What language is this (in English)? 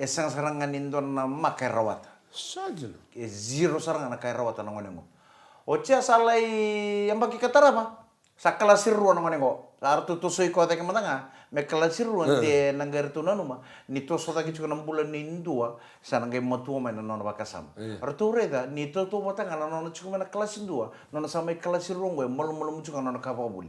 Fijian